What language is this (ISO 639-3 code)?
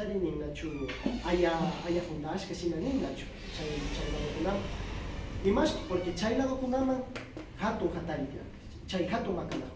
qvi